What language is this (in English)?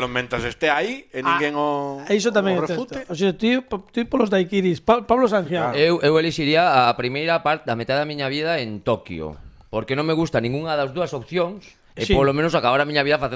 Galician